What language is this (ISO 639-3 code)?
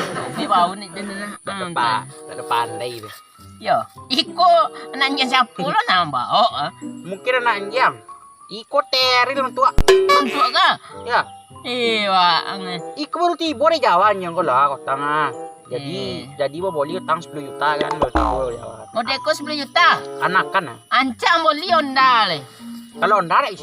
min